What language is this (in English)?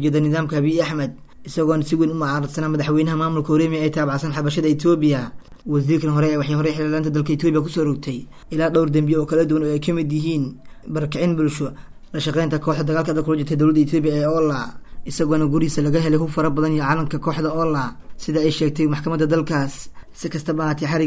Somali